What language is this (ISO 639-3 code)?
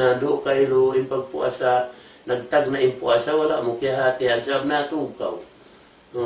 tsg